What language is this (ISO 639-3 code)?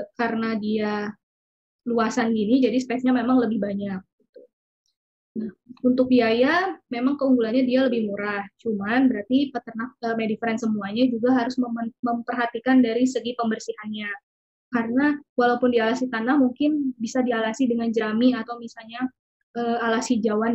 ind